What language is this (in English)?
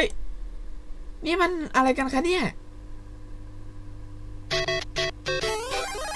Thai